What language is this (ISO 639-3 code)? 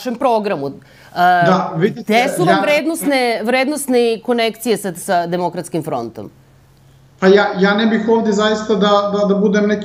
srp